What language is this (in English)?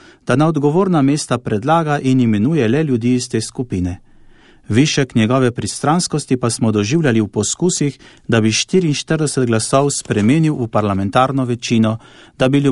Slovenian